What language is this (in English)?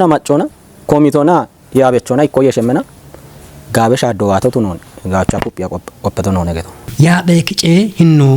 Kafa